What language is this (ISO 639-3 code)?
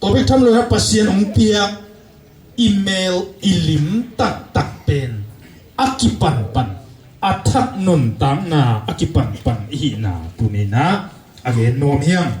ctd